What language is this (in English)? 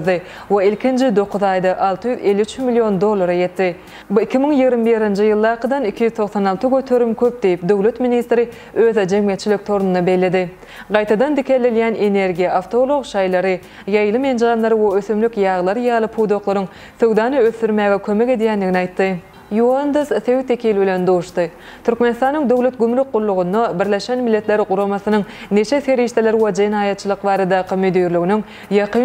Turkmen